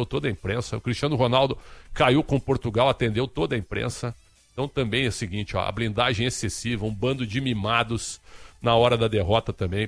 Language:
Portuguese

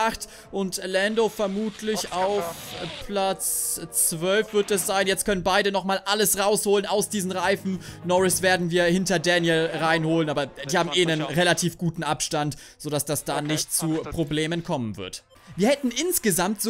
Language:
German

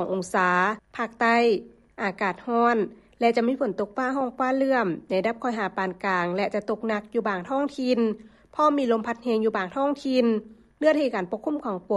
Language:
Lao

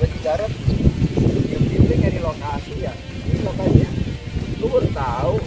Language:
Betawi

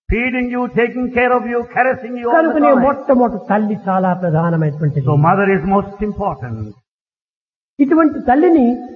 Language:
Telugu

